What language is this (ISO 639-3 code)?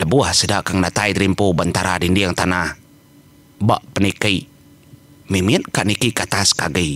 iba